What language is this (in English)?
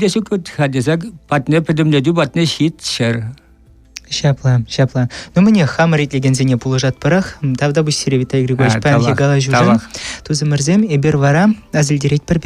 Chuvash